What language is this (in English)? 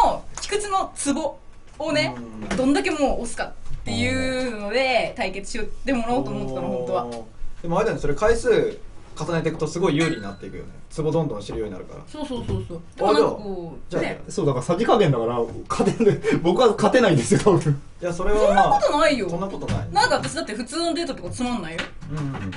Japanese